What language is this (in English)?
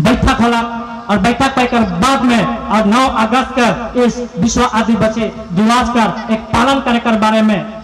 Sadri